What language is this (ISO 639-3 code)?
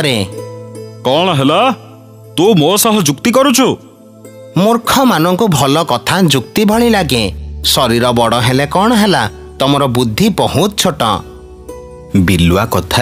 ori